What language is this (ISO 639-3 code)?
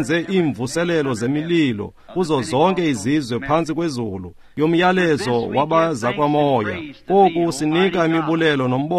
xho